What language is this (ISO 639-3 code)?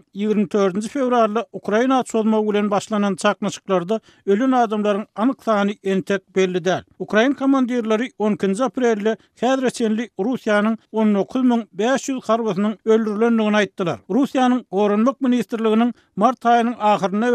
tuk